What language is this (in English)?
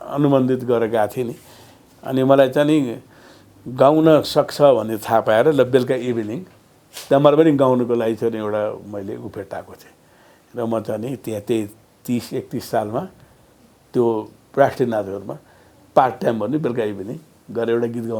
Nepali